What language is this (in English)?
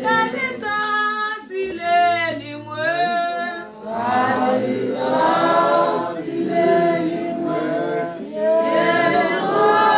Tswana